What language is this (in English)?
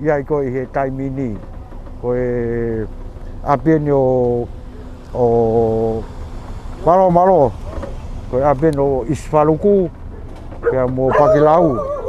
Tongan